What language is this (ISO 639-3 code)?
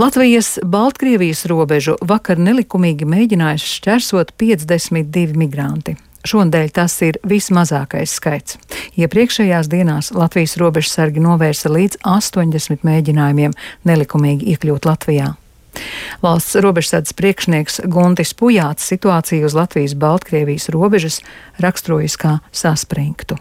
lav